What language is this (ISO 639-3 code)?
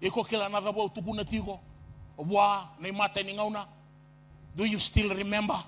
fij